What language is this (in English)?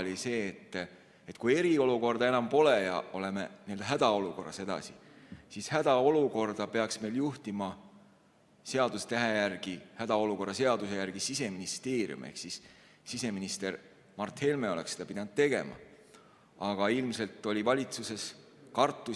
Estonian